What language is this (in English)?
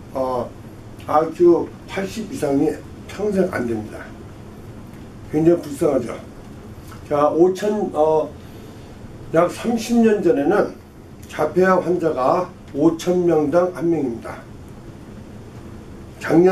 Korean